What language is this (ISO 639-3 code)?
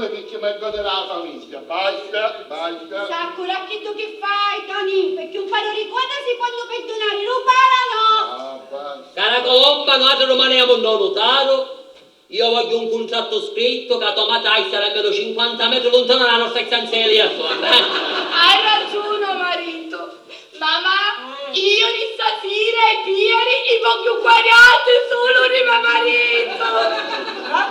scn